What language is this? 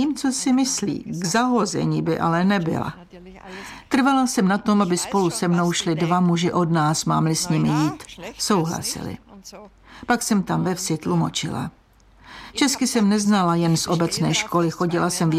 Czech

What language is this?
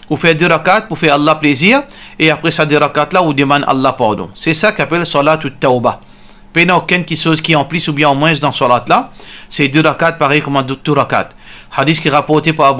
Morisyen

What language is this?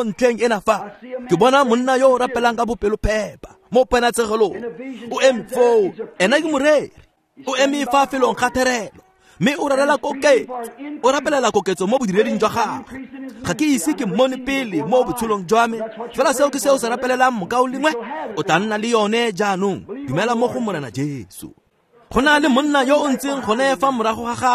Tswana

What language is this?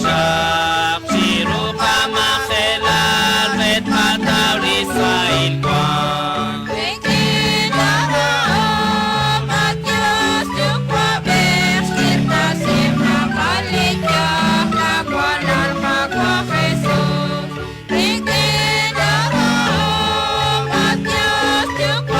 Kekchí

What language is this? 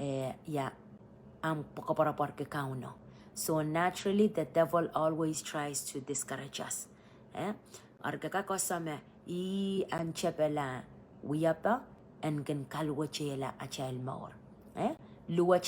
Pohnpeian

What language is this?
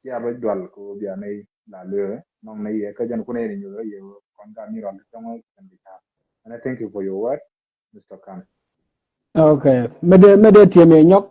Nuer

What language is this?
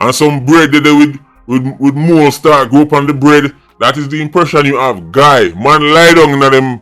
Jamaican Creole English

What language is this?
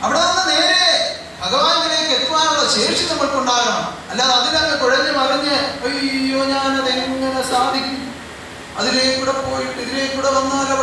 Malayalam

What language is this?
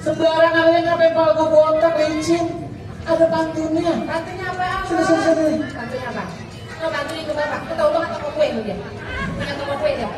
Betawi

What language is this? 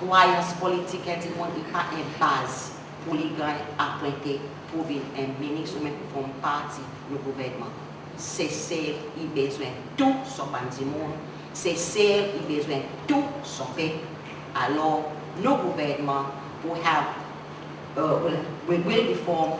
Seselwa Creole French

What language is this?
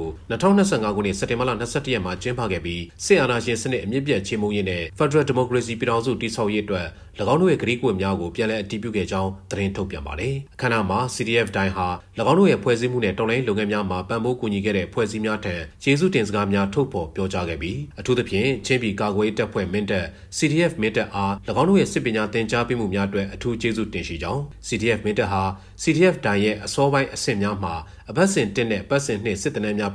Burmese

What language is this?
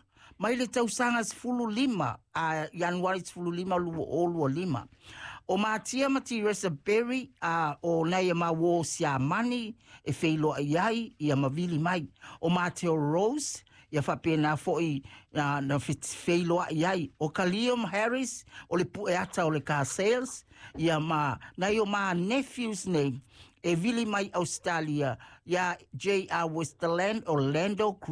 Samoan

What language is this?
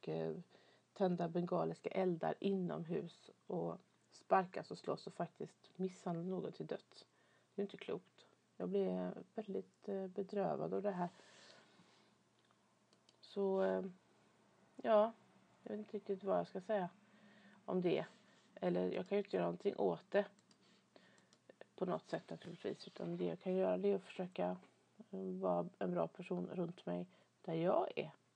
Swedish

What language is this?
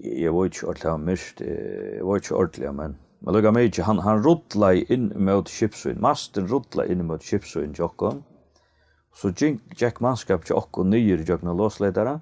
Faroese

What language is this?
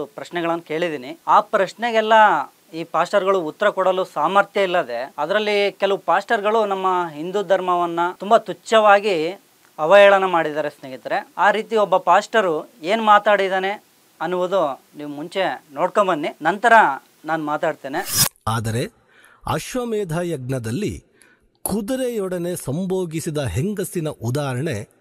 Kannada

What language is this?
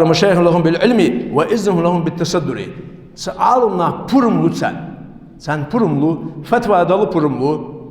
Ingush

